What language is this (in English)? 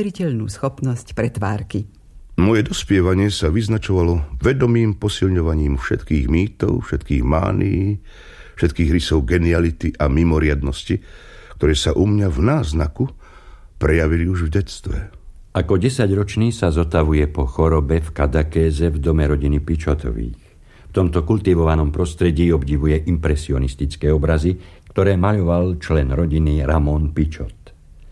Slovak